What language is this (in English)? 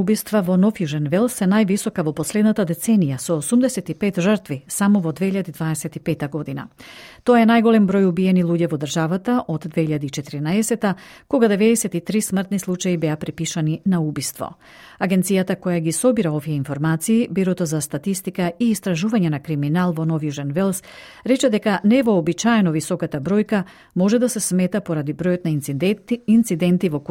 Macedonian